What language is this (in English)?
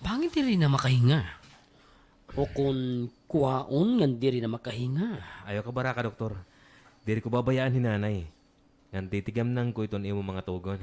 Waray